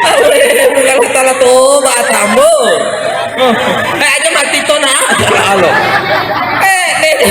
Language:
Buginese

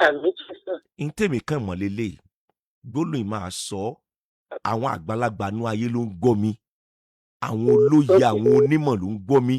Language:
Yoruba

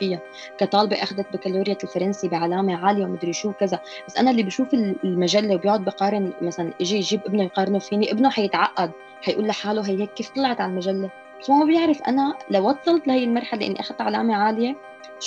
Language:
North Levantine Arabic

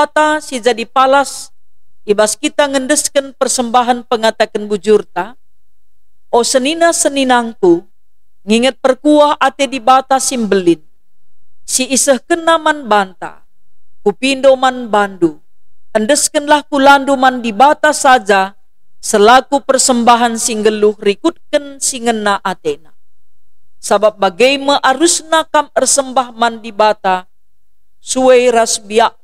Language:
Batak Karo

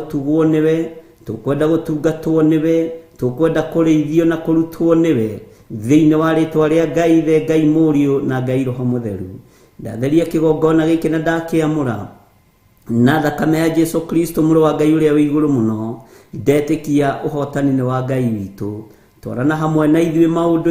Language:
Kikuyu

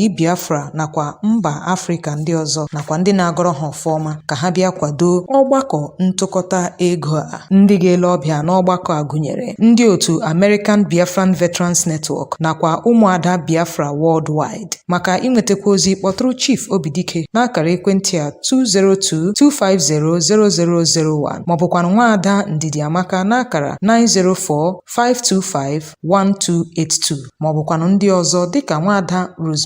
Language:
Igbo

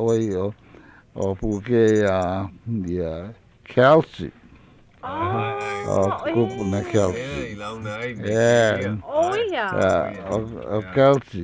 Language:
Hawaiian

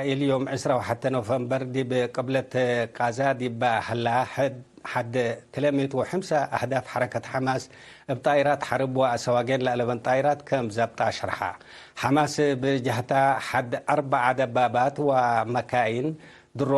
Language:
Tigre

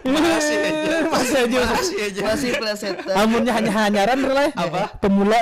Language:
Banjar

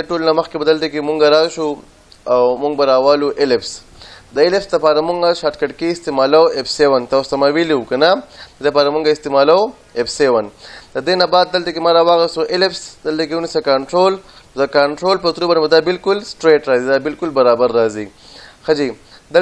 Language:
Pashto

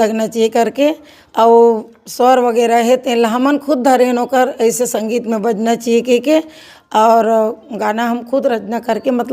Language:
Chhattisgarhi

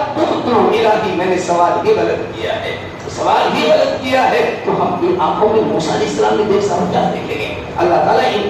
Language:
Urdu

